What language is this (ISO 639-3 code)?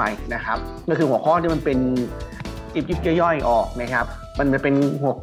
tha